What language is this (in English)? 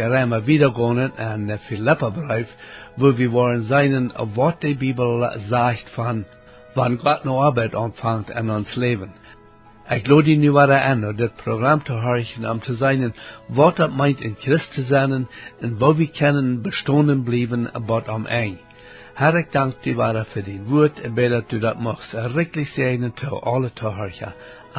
Plautdietsch